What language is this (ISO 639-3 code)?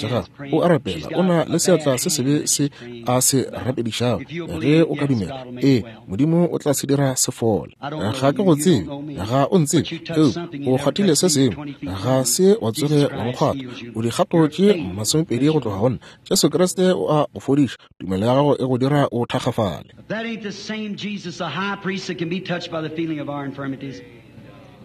nso